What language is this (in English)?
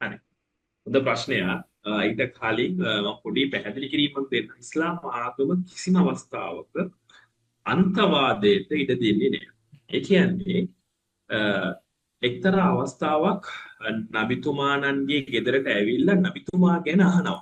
Sinhala